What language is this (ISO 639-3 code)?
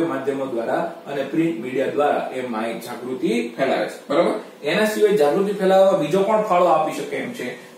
guj